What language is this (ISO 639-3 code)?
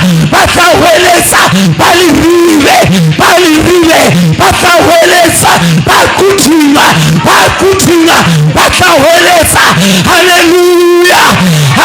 sot